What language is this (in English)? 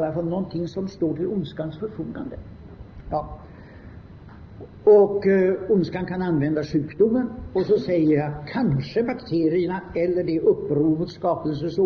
Swedish